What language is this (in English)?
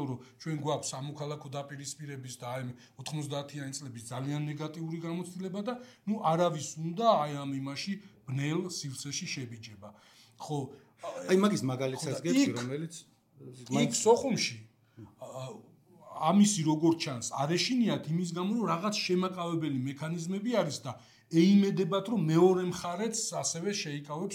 Georgian